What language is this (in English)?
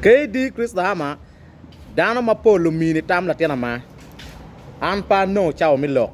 Acoli